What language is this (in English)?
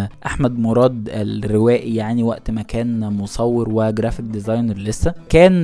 Egyptian Arabic